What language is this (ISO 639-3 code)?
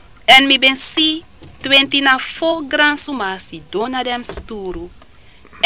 srn